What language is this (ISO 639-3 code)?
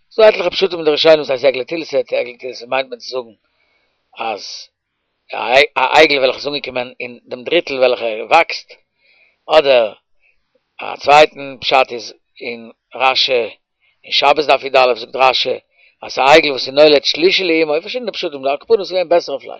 yid